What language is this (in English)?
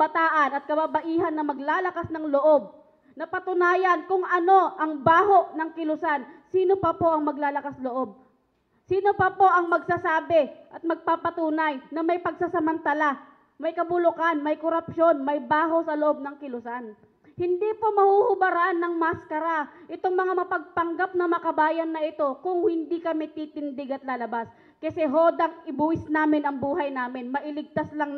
Filipino